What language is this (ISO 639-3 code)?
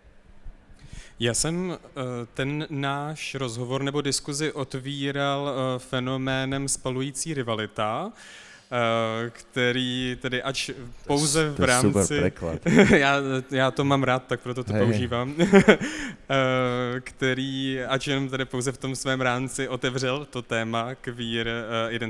ces